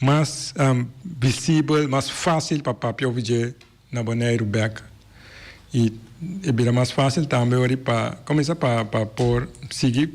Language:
Papiamento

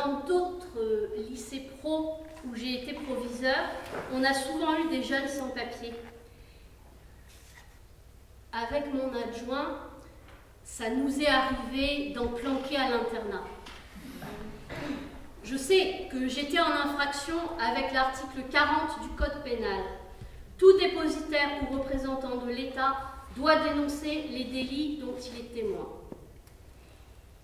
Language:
French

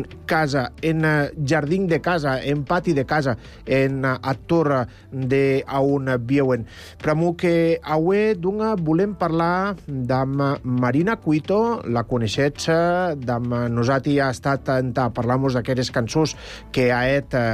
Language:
Catalan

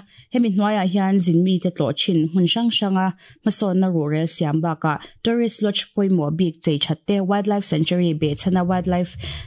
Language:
Mizo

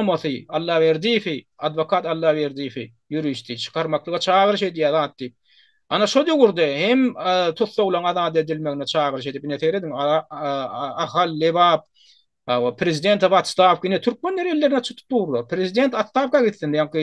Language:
Turkmen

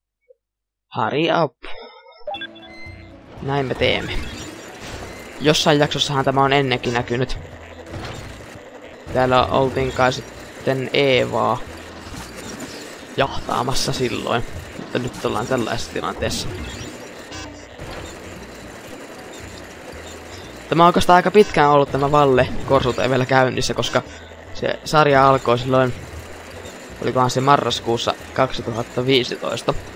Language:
Finnish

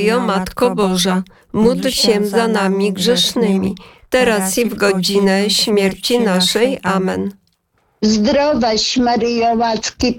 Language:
Polish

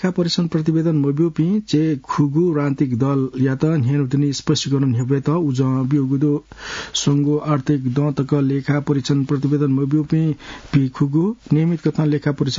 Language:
Newari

